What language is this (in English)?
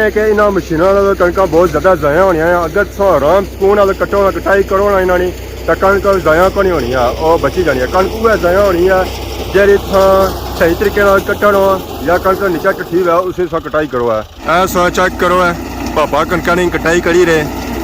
Pahari-Potwari